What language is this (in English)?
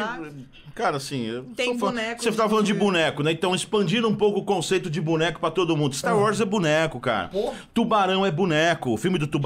Portuguese